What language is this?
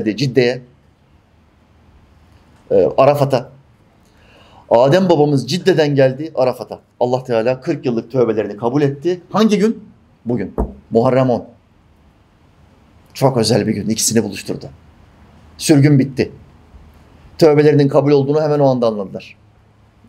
Turkish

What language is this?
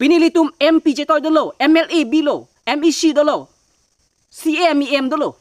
Karbi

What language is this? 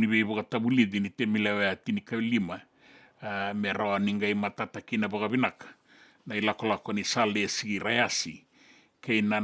Fijian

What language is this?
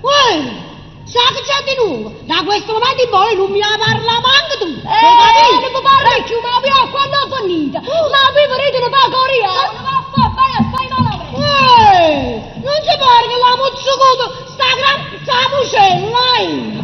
Neapolitan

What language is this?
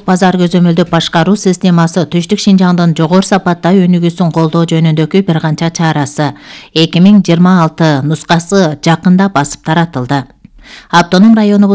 Kyrgyz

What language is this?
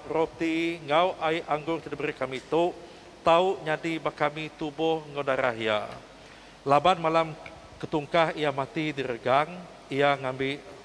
Iban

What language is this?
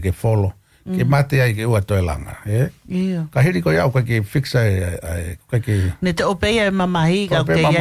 Tongan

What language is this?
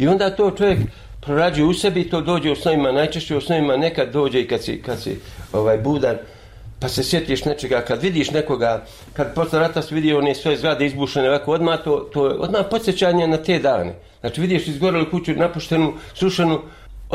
Bosnian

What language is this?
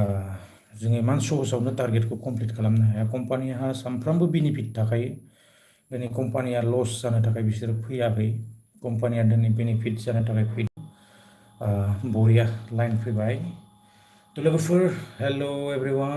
Bodo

